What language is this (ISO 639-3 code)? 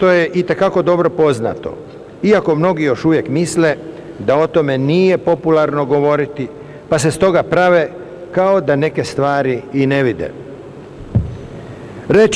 hrv